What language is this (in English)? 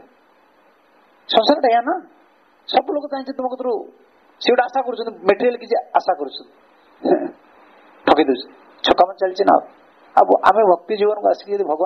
Odia